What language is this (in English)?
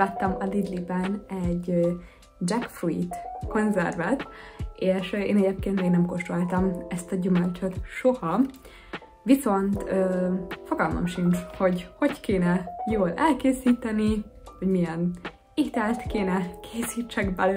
Hungarian